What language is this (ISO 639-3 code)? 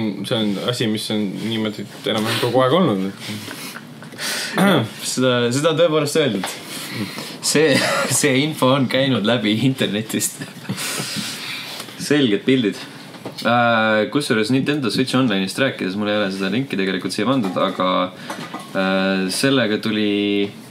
est